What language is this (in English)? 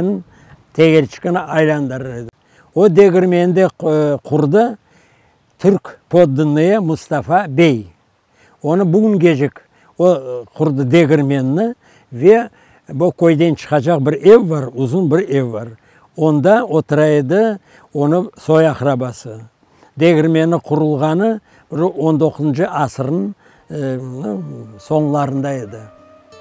Crimean Tatar